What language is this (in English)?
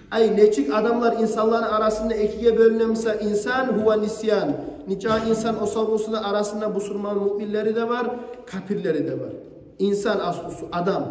Kumyk